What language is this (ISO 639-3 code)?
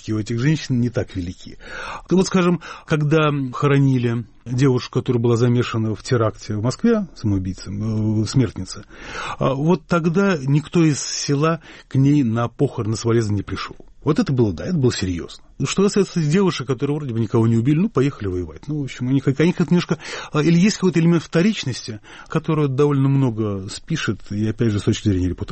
rus